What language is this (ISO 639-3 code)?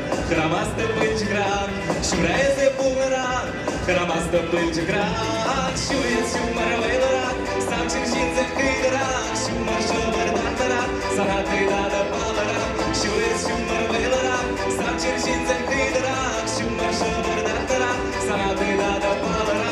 chv